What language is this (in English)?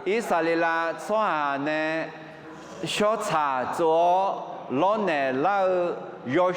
Akha